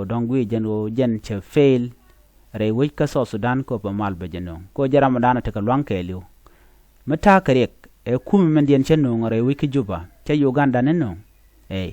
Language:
Nuer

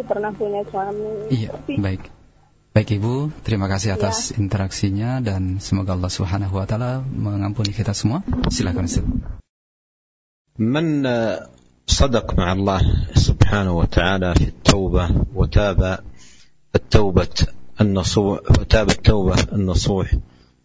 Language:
Indonesian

